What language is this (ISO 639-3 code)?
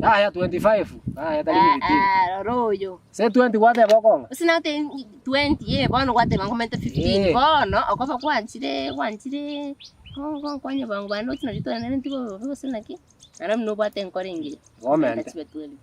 guz